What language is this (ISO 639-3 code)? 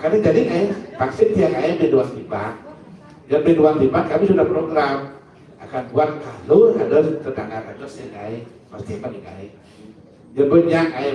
ban